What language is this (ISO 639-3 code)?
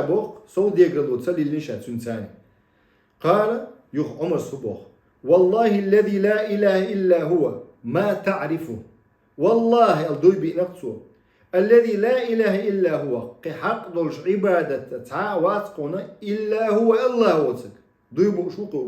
che